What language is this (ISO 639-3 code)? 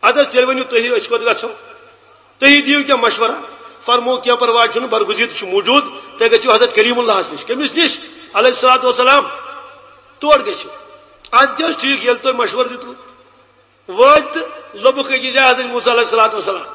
kas